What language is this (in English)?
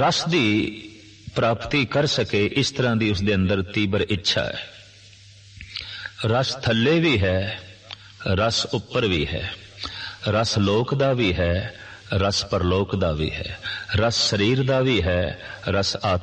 Punjabi